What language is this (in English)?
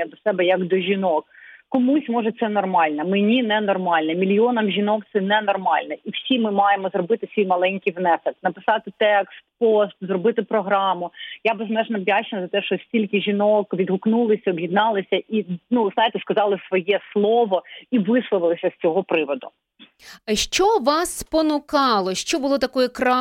Ukrainian